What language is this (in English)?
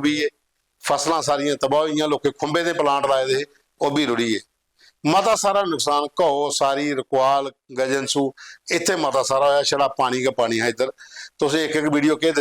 Dogri